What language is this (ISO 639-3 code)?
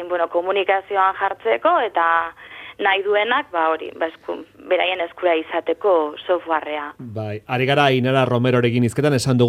eus